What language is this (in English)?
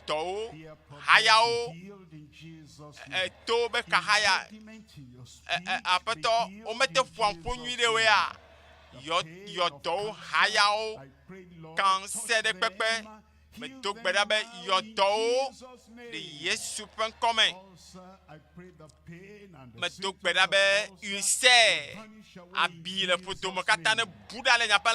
Ewe